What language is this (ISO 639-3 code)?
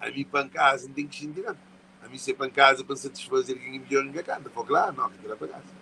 kea